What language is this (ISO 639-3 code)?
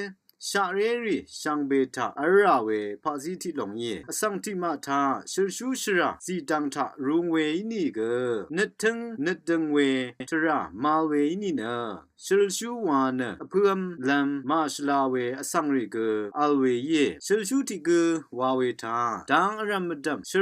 raw